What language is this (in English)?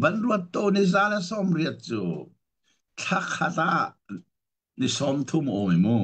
Hakha Chin